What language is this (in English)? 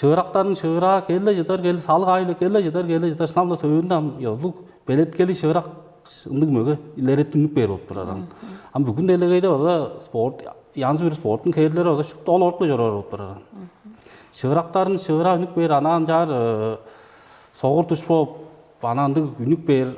Tuvinian